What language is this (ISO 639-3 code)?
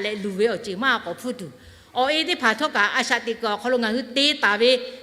lhu